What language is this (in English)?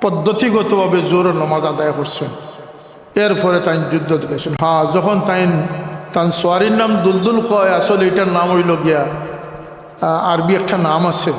Sylheti